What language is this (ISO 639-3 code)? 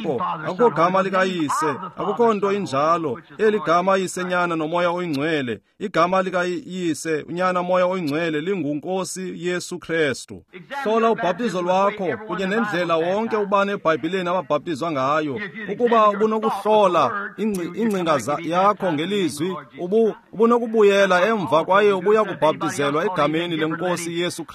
xho